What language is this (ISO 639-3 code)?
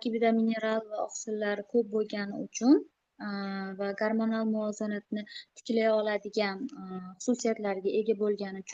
uzb